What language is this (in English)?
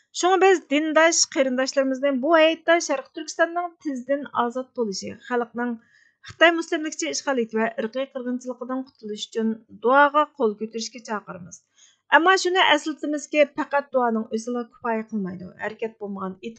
Uyghur